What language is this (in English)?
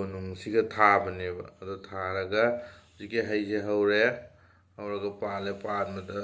Manipuri